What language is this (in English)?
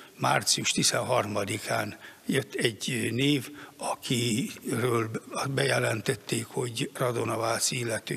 Hungarian